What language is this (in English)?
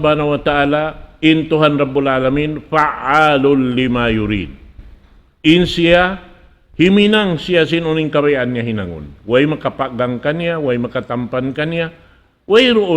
Tausug